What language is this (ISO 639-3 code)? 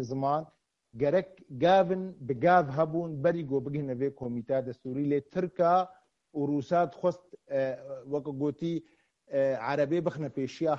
kur